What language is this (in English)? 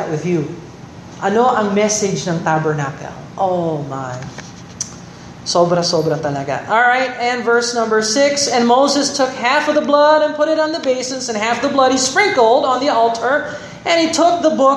Filipino